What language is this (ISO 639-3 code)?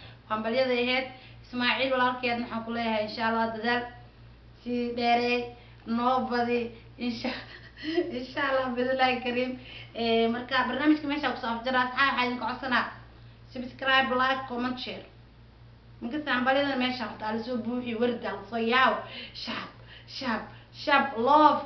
som